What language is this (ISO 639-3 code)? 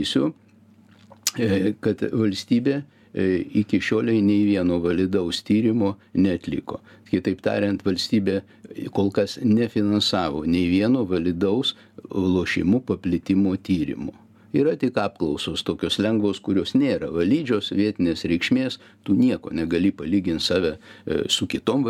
lit